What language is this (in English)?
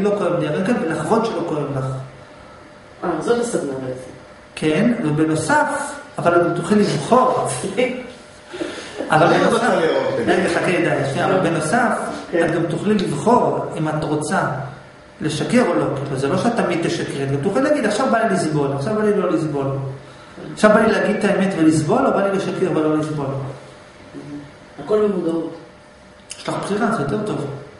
Hebrew